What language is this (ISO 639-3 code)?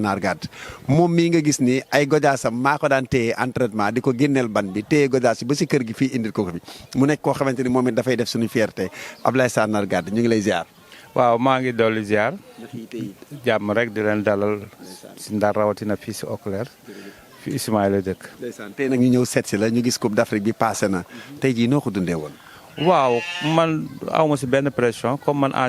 wol